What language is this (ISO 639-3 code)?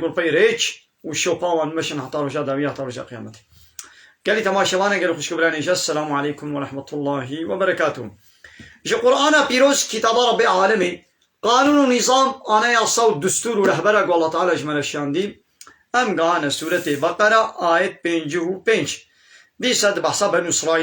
kur